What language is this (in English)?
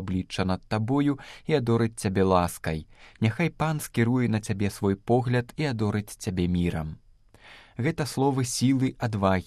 Belarusian